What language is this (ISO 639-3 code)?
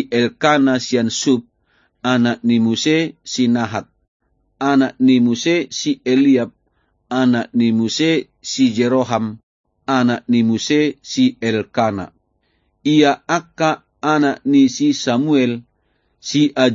bbc